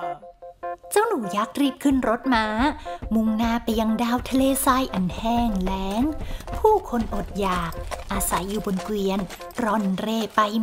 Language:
Thai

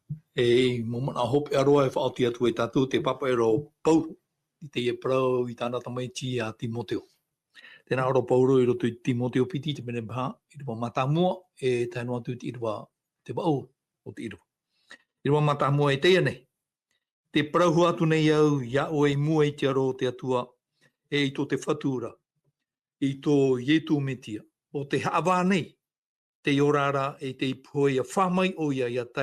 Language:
Tahitian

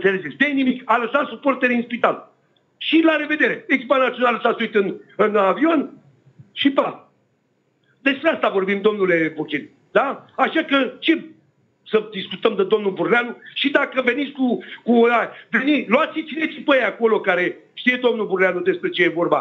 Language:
Romanian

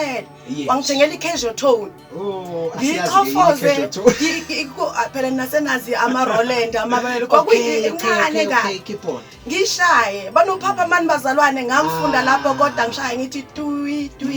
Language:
Zulu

